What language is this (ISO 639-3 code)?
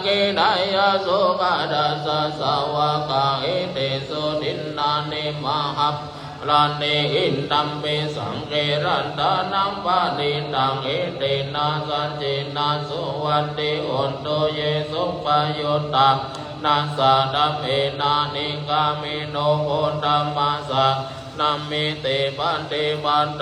pli